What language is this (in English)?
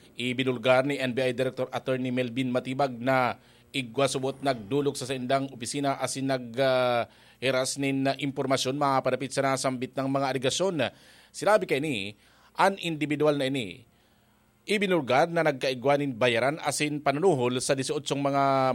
Bikol